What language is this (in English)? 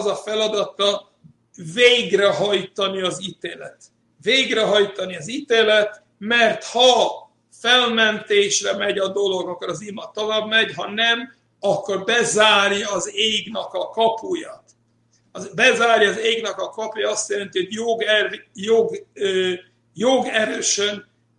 Hungarian